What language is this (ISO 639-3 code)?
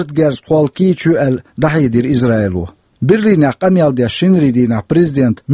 che